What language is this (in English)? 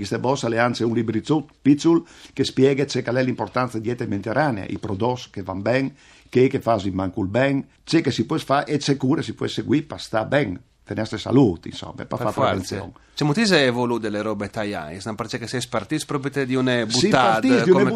Friulian